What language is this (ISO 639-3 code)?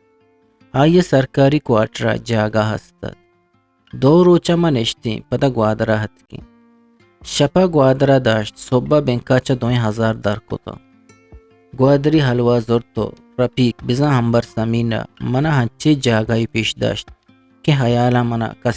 bgp